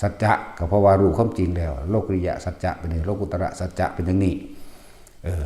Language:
Northeastern Thai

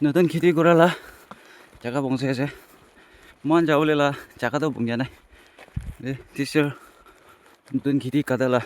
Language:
Naga Pidgin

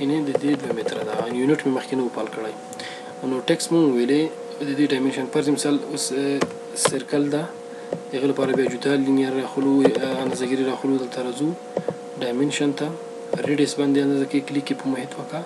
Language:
Pashto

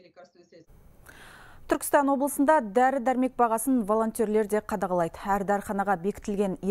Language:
Kazakh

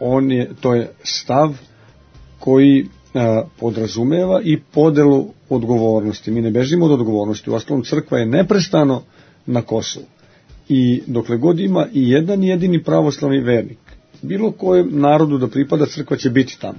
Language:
Serbian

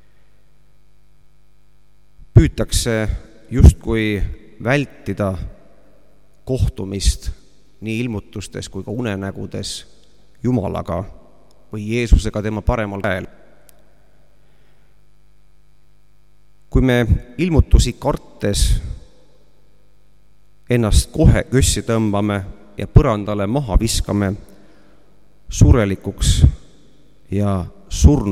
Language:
Estonian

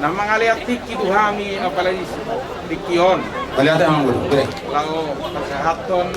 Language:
Batak Toba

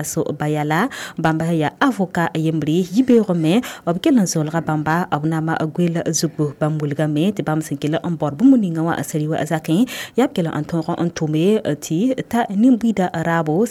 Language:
Mossi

